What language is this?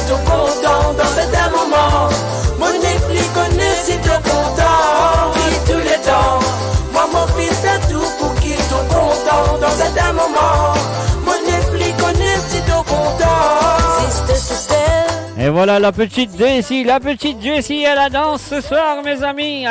Morisyen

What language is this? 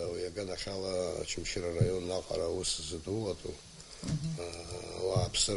Abkhazian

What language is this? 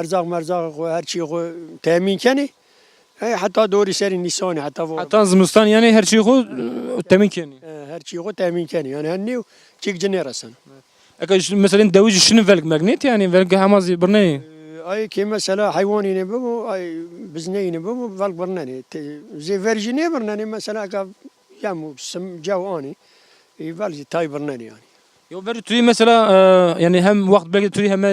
Zaza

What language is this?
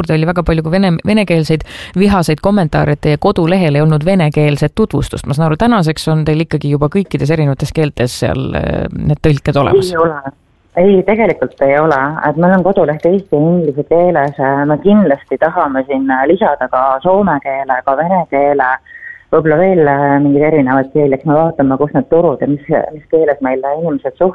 Estonian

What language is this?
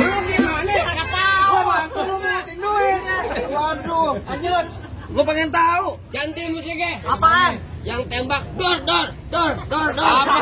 Betawi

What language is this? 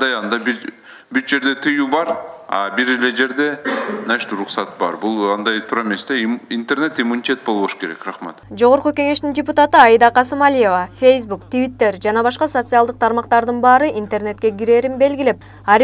Kyrgyz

